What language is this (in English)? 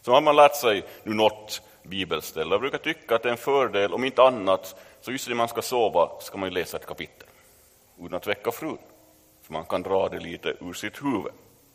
Swedish